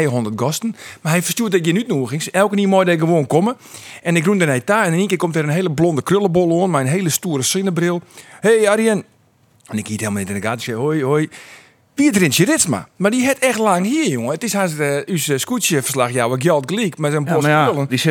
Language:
Western Frisian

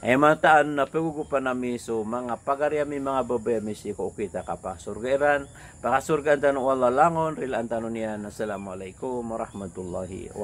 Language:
Maranao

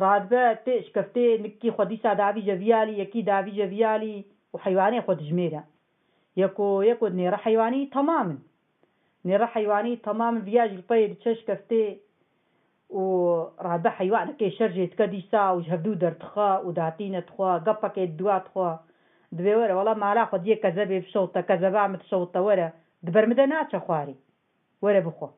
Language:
Kurdish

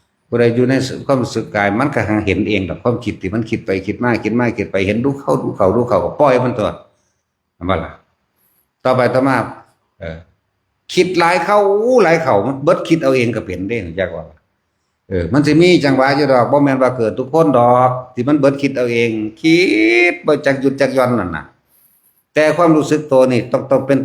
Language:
Northeastern Thai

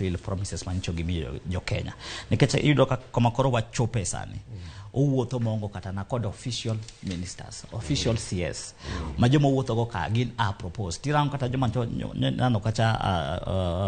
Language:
Luo (Kenya and Tanzania)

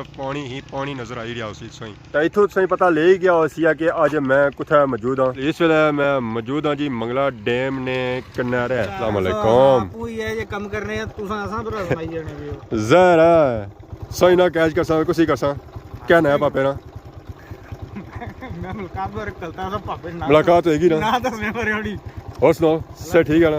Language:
Pahari-Potwari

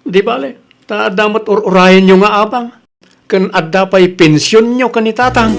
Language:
Iloko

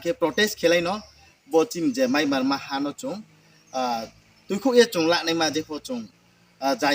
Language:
Riang (India)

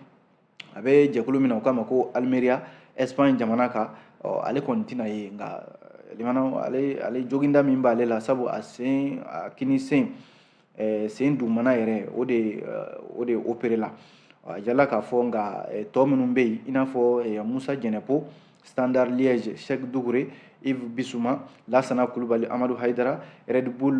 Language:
Bambara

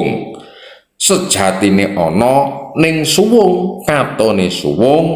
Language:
Javanese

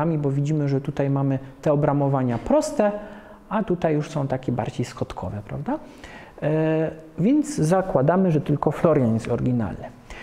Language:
Polish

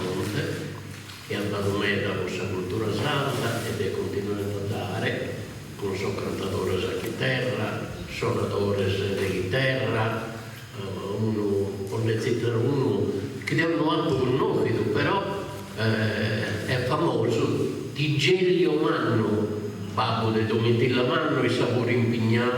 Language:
Sardinian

